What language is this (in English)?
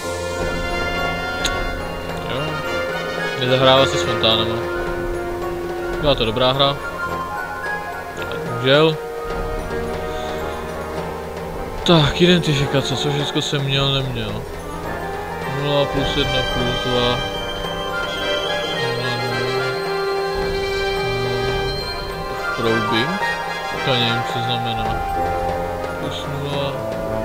Czech